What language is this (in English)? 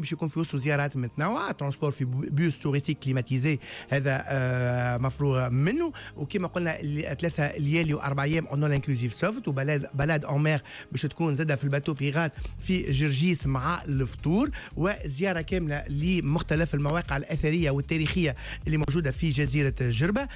Tunisian Arabic